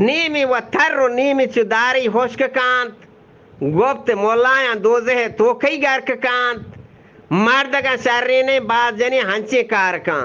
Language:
Eastern Balochi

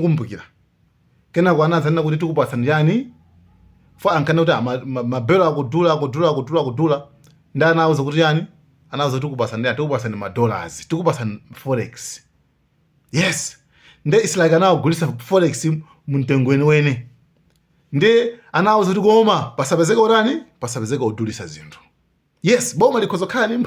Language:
Nyanja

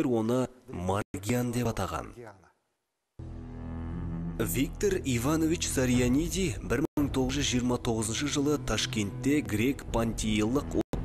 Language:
Kazakh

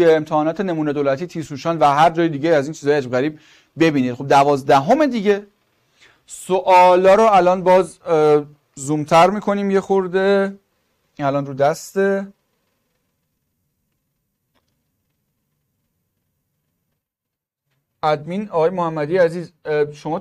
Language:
Persian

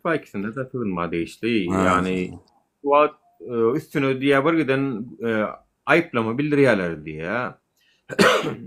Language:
Turkmen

